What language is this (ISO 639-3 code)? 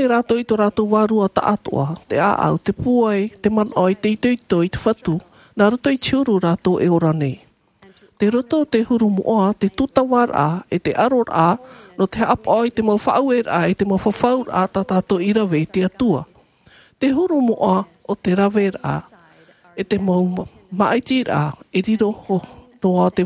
tah